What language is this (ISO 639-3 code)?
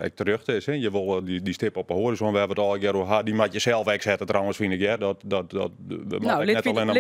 fry